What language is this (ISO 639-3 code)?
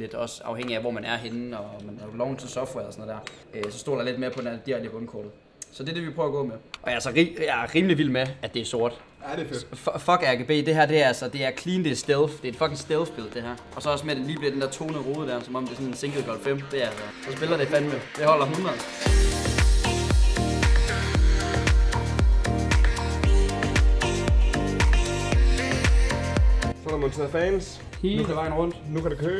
dan